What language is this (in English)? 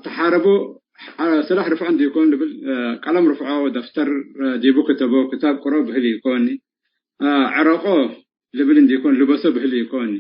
Tigre